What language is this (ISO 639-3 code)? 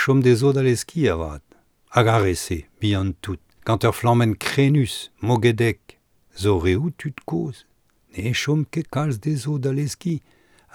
bre